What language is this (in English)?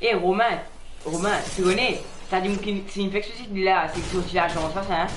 Morisyen